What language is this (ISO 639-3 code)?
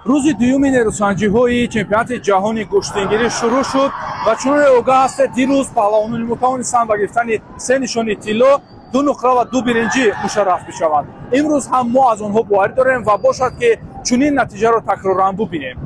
tgk